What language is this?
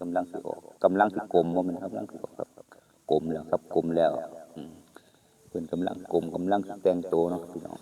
Northeastern Thai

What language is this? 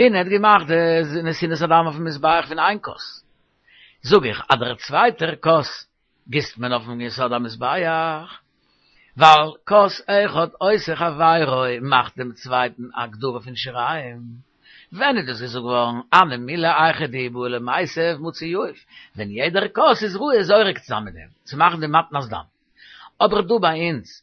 Yiddish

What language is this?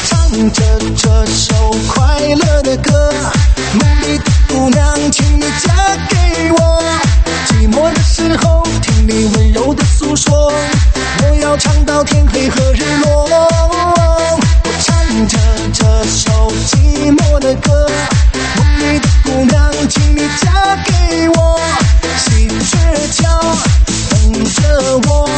Chinese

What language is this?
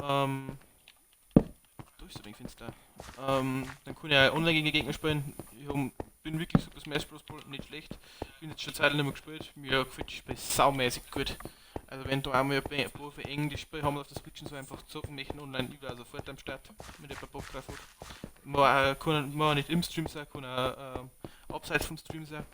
Bavarian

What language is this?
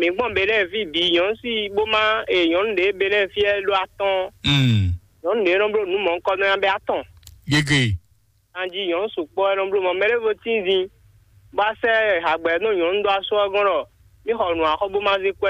Fon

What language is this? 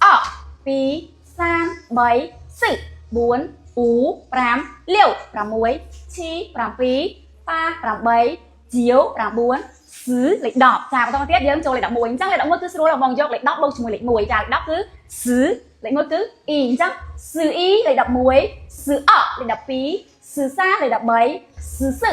Khmer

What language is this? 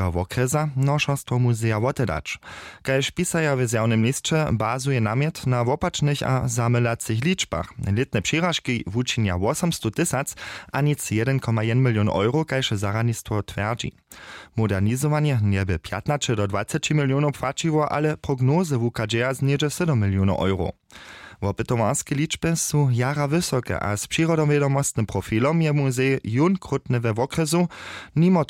Upper Sorbian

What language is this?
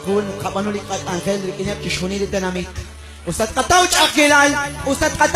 Kekchí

